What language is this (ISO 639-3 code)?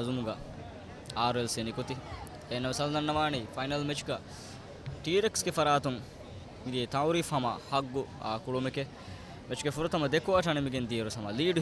div